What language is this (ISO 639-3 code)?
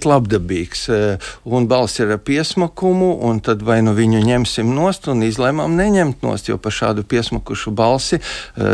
lav